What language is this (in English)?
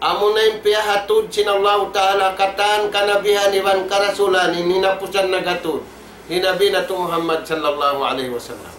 Tausug